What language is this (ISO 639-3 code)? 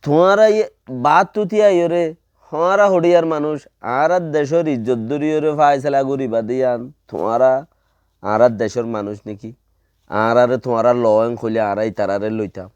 rhg